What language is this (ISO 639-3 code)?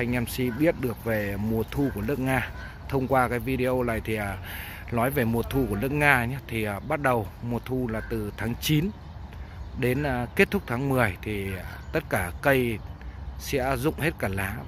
vie